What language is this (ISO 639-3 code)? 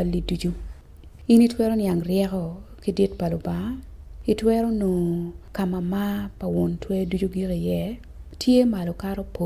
ach